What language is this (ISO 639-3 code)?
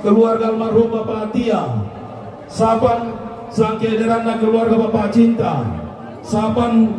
sda